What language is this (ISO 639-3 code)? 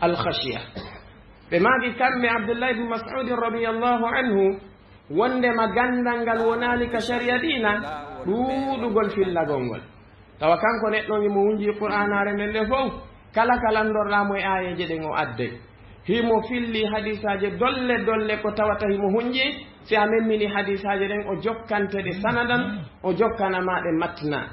ful